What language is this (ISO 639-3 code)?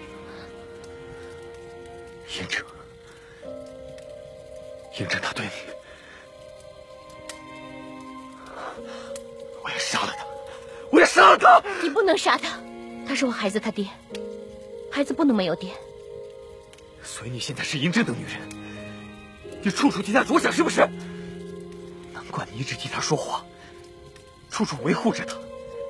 zho